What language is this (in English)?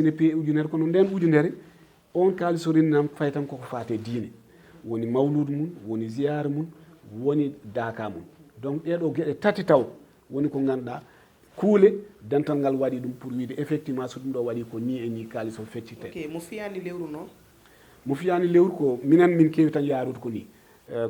Fula